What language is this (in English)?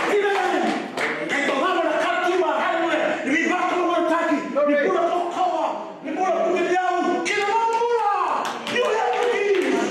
Fijian